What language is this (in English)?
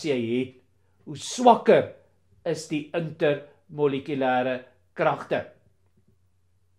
Afrikaans